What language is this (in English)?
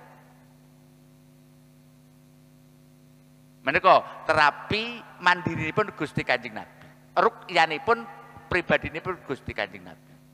Javanese